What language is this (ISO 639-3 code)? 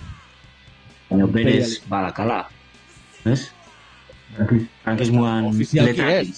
eus